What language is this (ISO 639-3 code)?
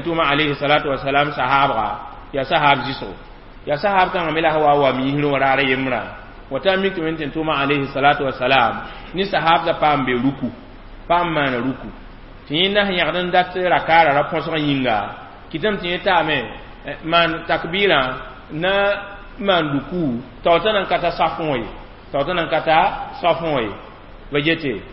mos